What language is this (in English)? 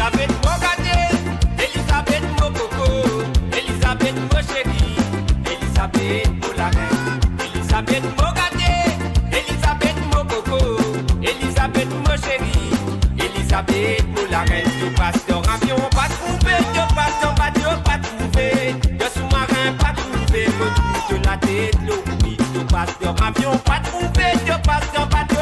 Morisyen